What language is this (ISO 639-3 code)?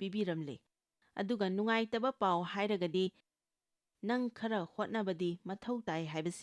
mni